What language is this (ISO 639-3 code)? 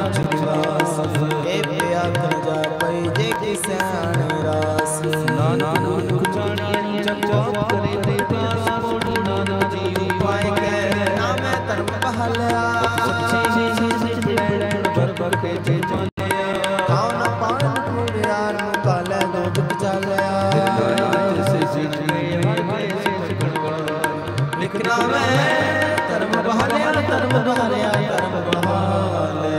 pan